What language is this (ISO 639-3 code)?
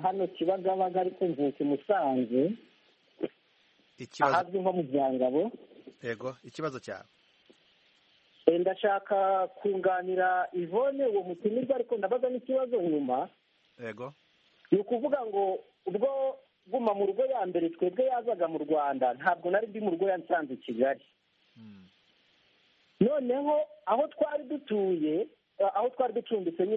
kin